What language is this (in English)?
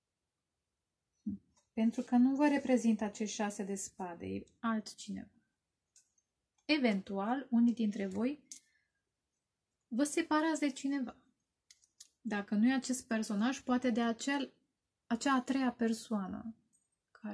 Romanian